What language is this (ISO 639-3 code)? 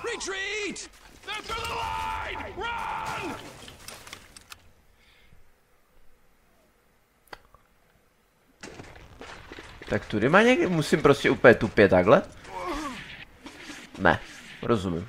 ces